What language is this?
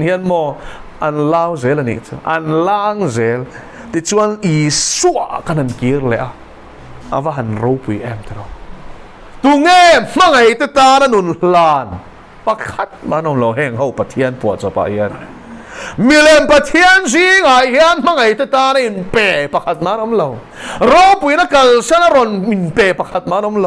Mizo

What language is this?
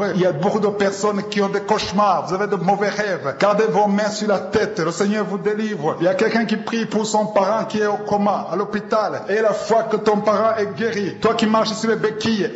French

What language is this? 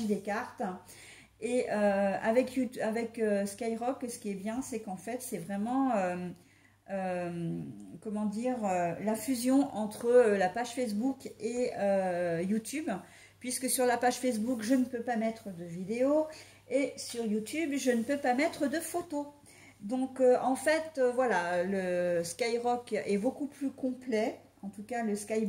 French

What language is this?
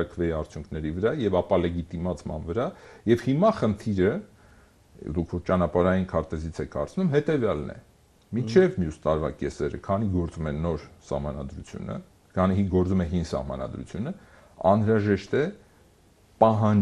Armenian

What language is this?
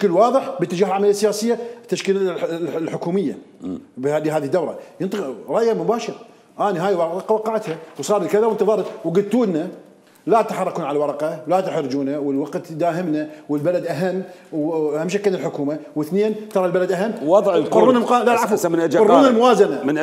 Mesopotamian Arabic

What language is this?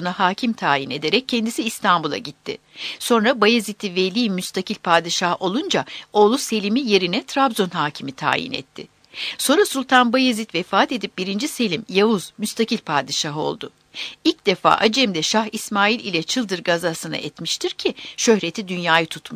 Turkish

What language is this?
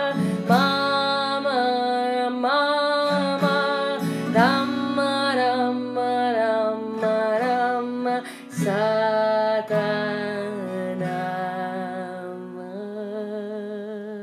Spanish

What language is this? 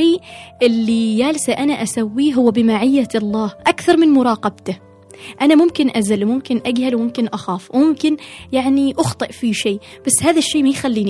Gulf Arabic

